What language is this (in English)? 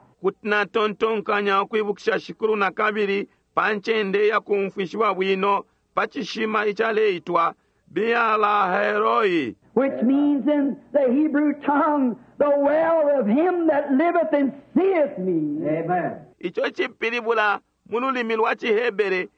Bemba